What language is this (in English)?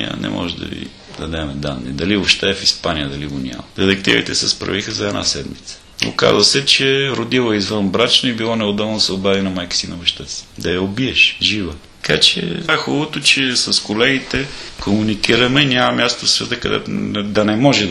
Bulgarian